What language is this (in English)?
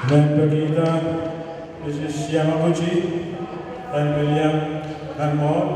Pohnpeian